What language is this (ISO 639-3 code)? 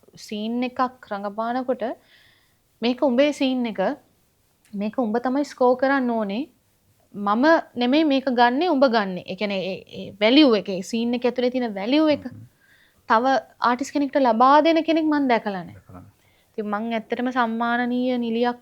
sin